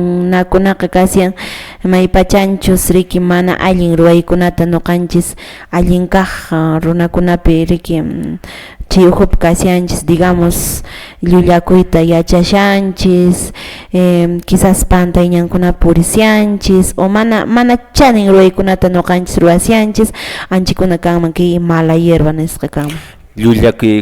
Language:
Quechua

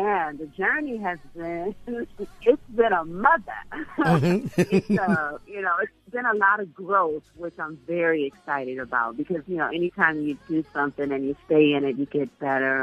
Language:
English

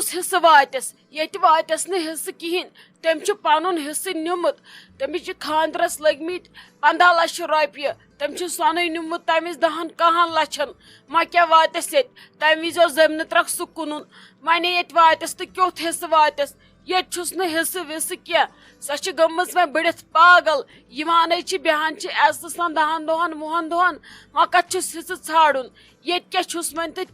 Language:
Kashmiri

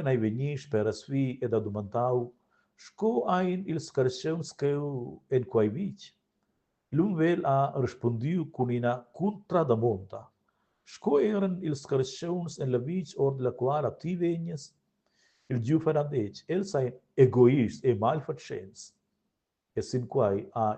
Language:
Romansh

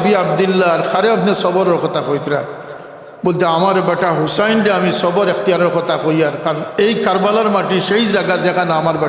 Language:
Sylheti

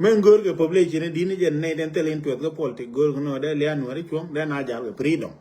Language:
Nuer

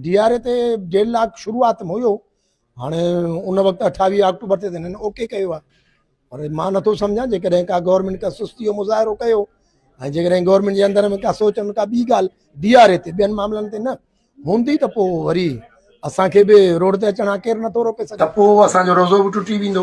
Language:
Sindhi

